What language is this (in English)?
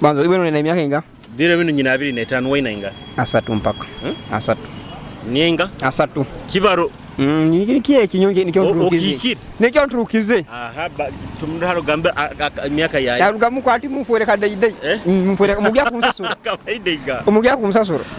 Nyoro